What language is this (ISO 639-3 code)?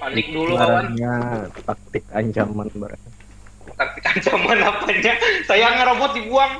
bjn